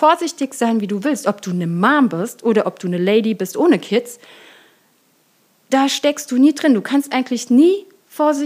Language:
German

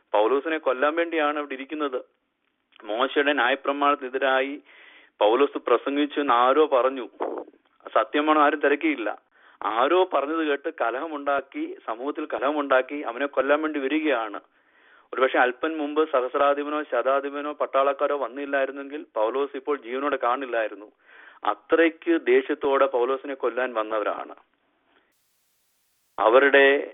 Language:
Malayalam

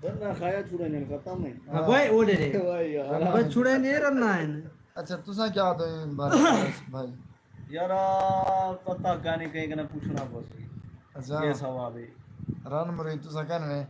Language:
Saraiki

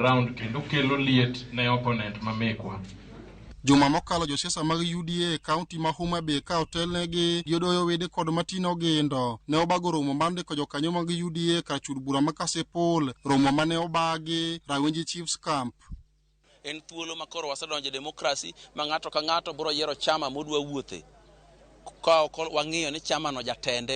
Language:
Luo (Kenya and Tanzania)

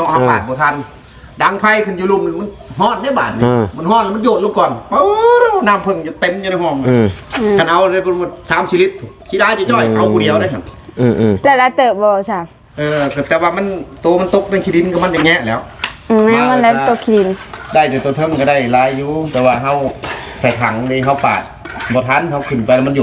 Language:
Northeastern Thai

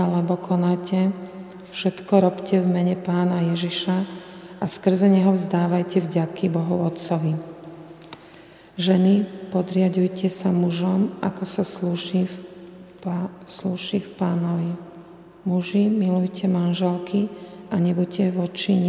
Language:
Slovak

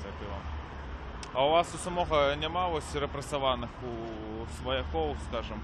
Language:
Belarusian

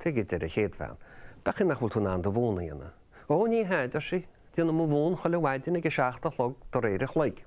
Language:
Irish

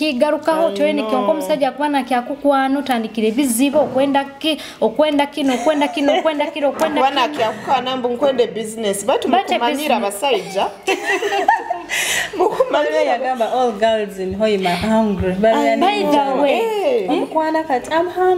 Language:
Tooro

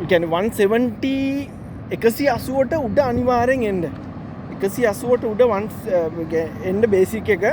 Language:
Sinhala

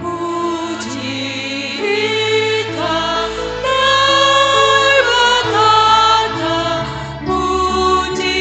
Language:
Batak Simalungun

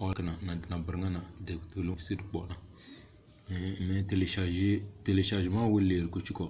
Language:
Tem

